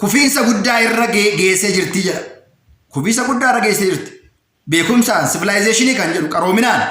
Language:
Oromo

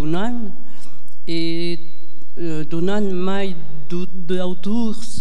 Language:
Occitan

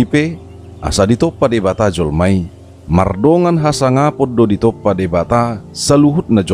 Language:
Batak Toba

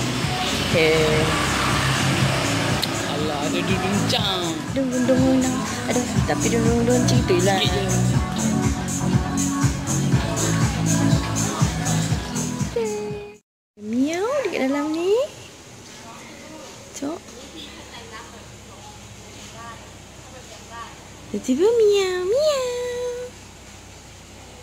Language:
Malay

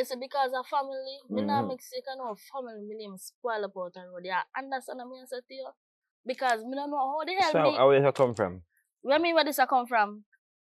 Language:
Jamaican Creole English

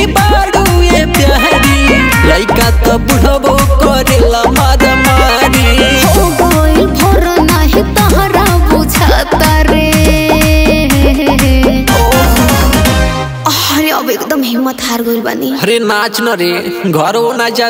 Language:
Bhojpuri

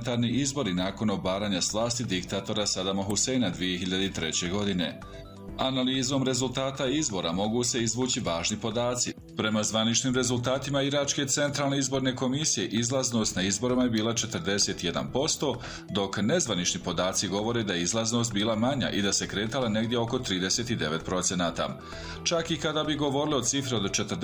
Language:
Bosnian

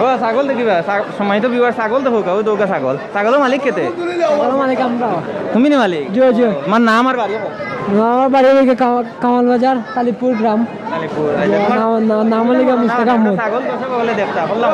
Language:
Sylheti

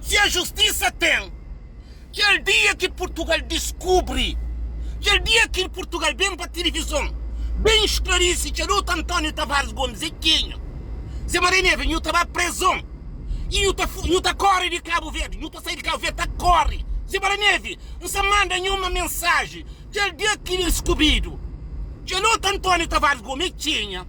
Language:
Kabuverdianu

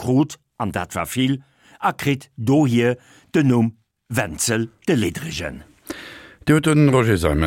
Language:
Luxembourgish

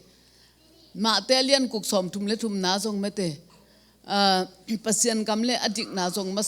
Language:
Tedim Chin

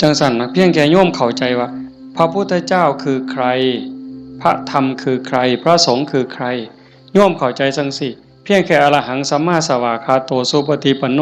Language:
Northeastern Thai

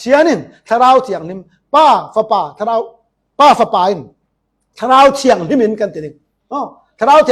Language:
Falam Chin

